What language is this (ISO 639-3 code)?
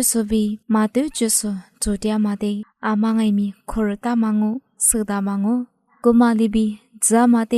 lis